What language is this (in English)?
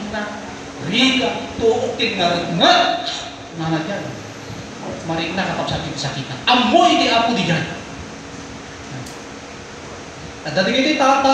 Iloko